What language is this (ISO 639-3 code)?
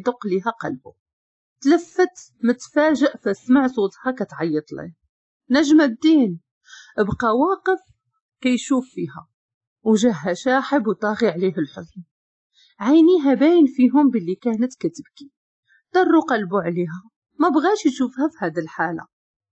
ary